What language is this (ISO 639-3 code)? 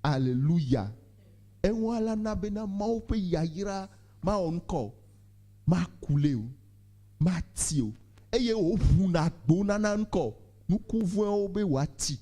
ewe